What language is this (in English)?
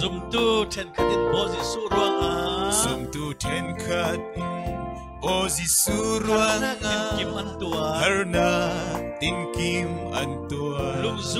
Falam Chin